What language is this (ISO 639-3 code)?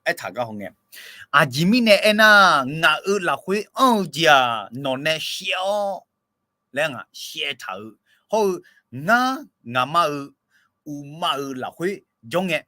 ahk